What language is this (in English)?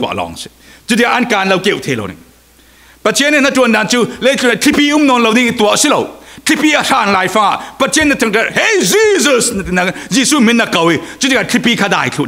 Falam Chin